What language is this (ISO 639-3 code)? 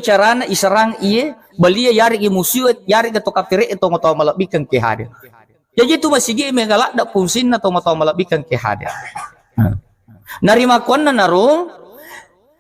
bug